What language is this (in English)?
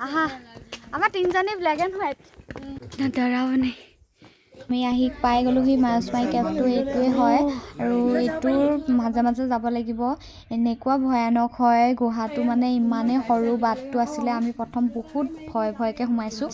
Assamese